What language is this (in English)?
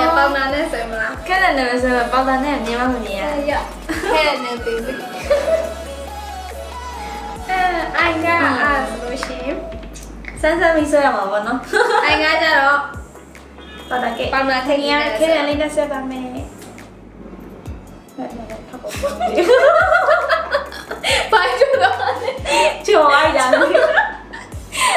Burmese